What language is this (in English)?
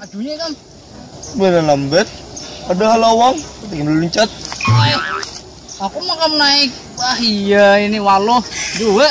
Banjar